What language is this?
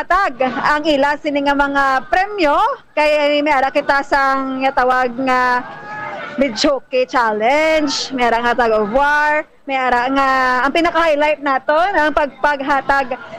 Hiligaynon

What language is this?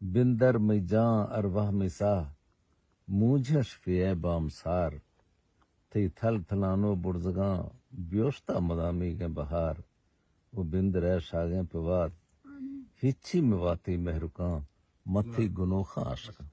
Eastern Balochi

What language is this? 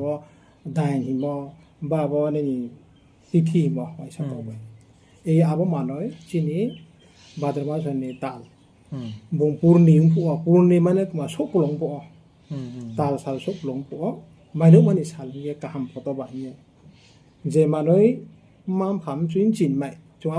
Riang (India)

